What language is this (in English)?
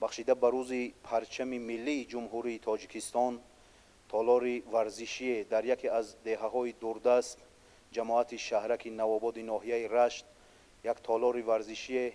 Tajik